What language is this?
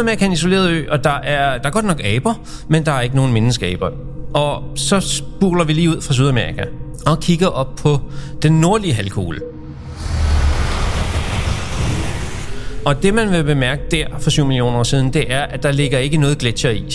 Danish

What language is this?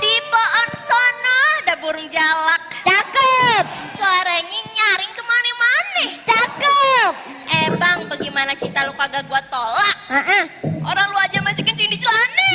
Betawi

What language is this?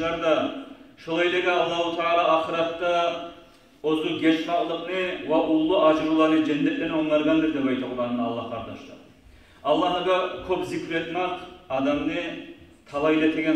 Kumyk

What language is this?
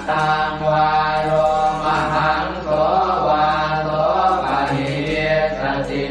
Pali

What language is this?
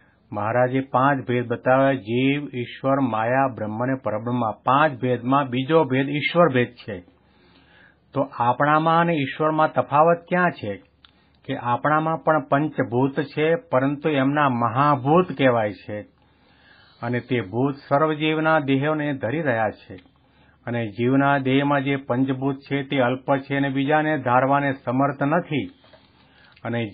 Gujarati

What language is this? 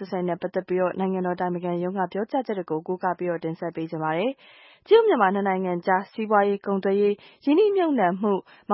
Burmese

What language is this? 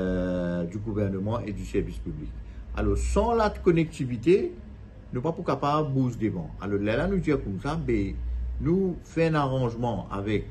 Morisyen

